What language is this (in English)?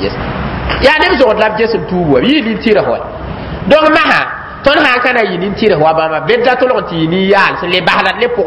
Mossi